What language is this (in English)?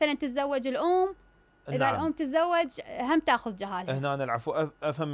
Mesopotamian Arabic